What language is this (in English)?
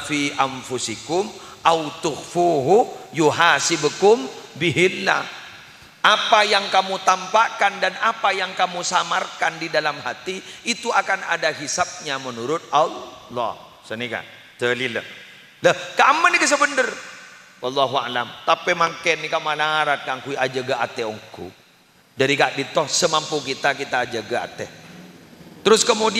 Madurese